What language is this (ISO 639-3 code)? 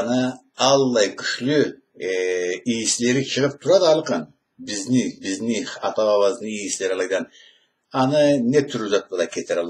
krc